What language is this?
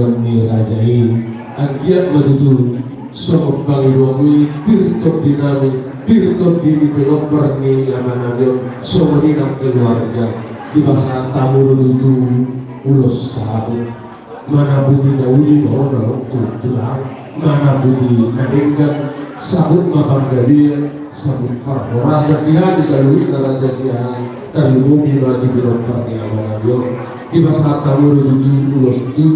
Batak Toba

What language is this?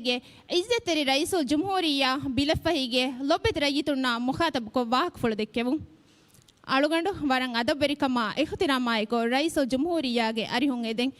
Divehi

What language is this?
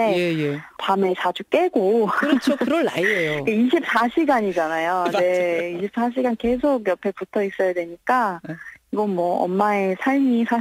Korean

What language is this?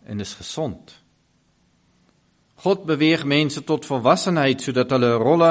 Afrikaans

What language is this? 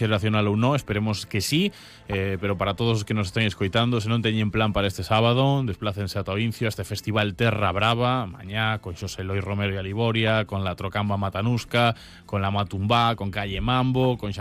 Galician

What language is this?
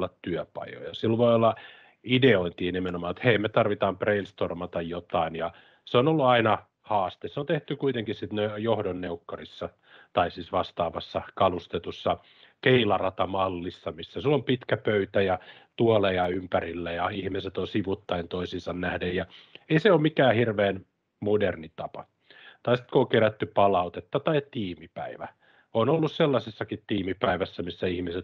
Finnish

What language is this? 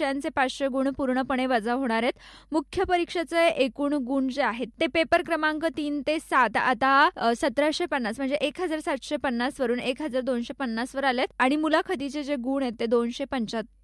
Marathi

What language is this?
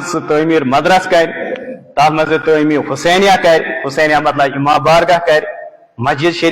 Kashmiri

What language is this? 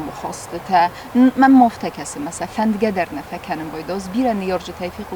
Ossetic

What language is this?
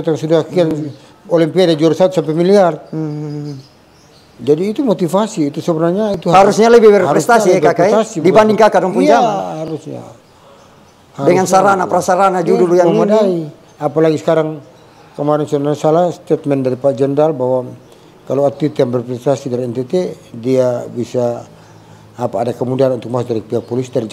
Indonesian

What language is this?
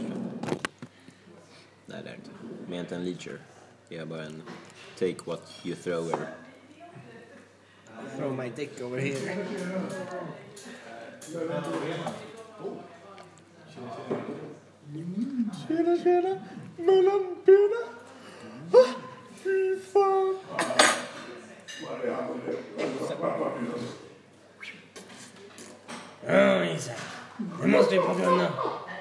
Swedish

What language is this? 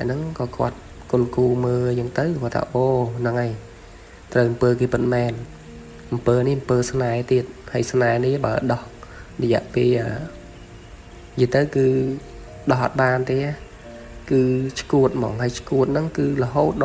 Khmer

